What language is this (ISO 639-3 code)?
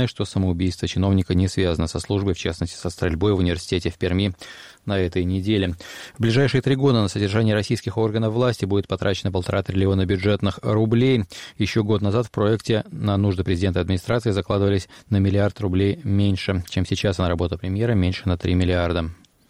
rus